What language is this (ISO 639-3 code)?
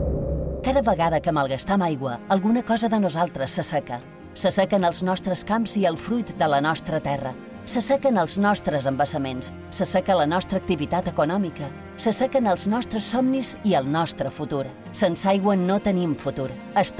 cat